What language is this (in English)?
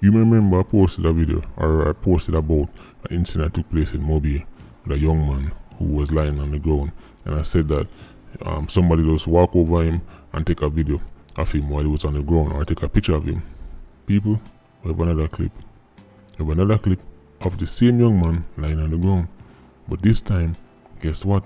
Jamaican Creole English